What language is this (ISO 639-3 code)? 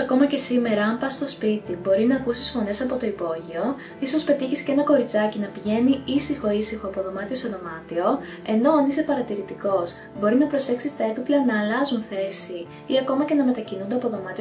ell